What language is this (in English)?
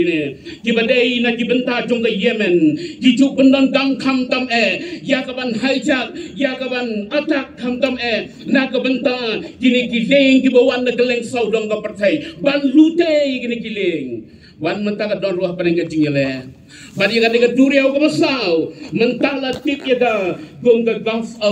Khasi